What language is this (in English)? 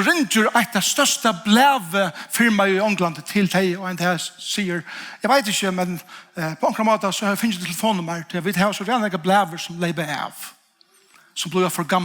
Faroese